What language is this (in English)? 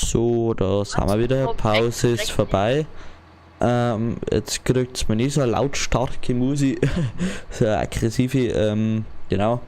Bavarian